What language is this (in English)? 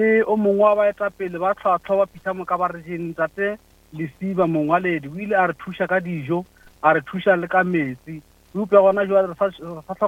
Northern Sotho